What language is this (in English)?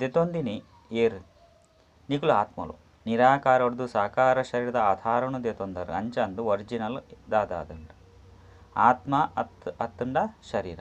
Tulu